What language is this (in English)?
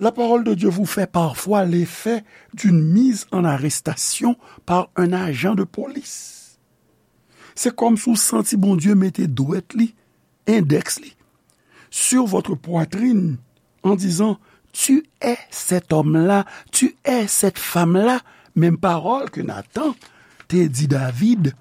Haitian Creole